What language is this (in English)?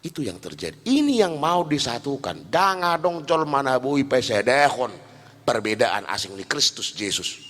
Batak Toba